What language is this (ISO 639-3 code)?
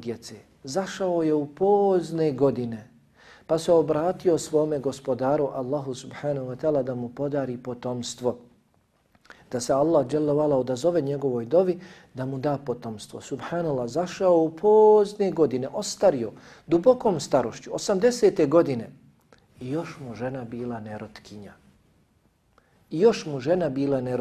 bos